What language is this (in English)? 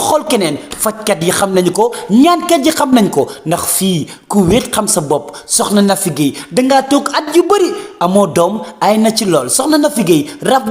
Wolof